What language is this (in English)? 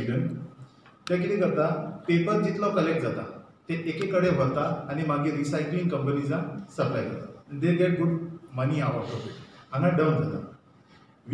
Konkani